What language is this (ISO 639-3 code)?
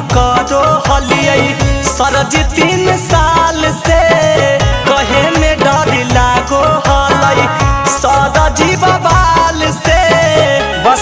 mag